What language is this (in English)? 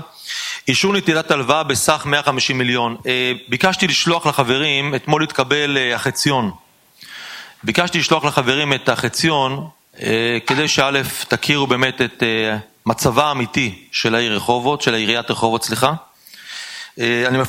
Hebrew